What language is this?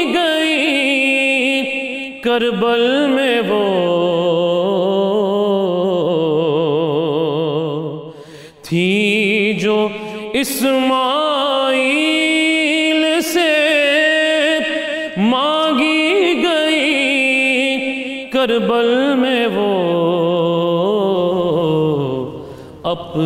Urdu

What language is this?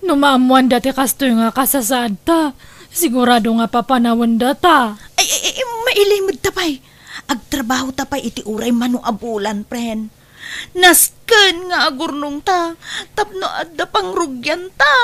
Iloko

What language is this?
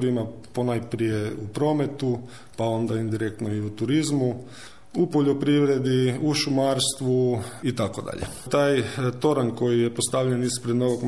Croatian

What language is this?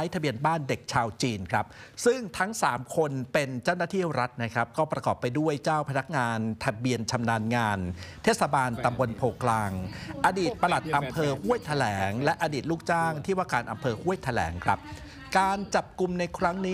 Thai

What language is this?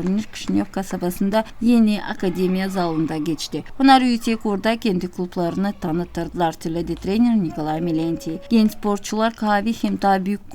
Gagauz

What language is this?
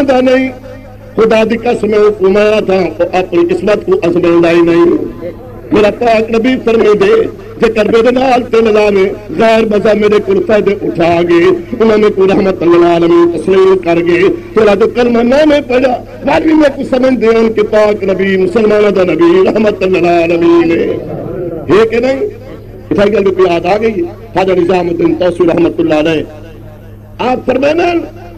Saraiki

